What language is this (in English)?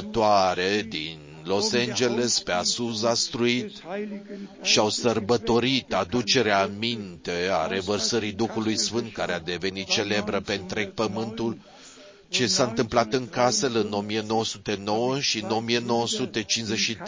Romanian